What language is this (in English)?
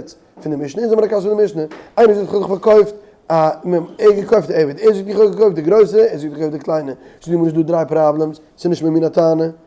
Yiddish